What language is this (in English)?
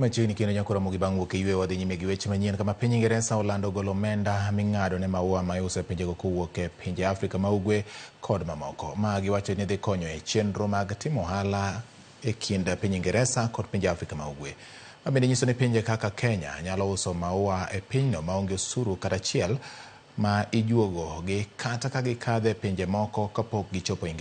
Luo (Kenya and Tanzania)